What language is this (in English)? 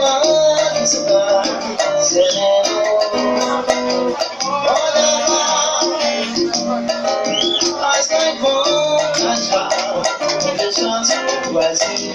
Portuguese